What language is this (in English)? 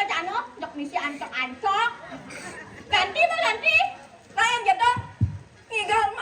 Balinese